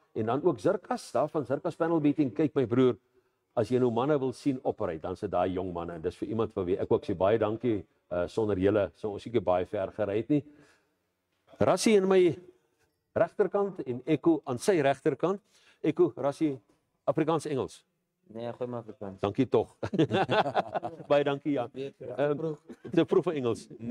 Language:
Afrikaans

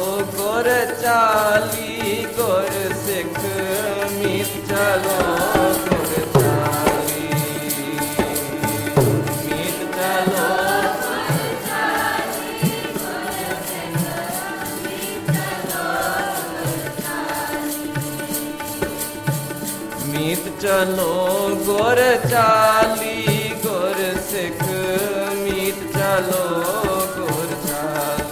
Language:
Punjabi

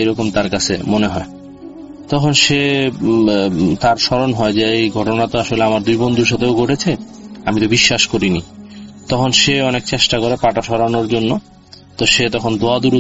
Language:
Bangla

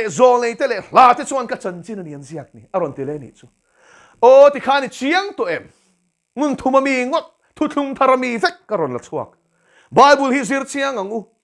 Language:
Mizo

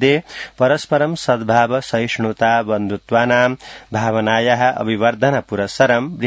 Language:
Sanskrit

